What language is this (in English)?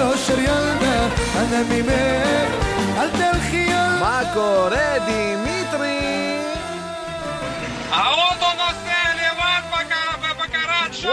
Hebrew